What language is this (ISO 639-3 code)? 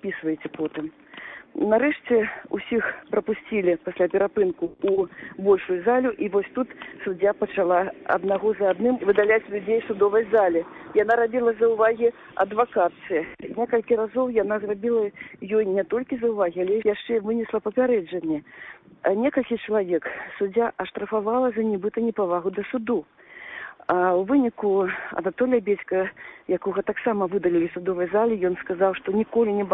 bel